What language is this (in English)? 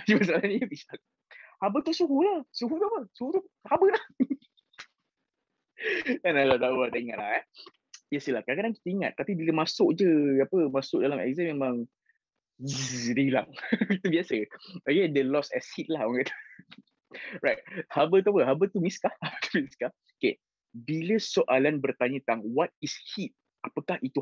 Malay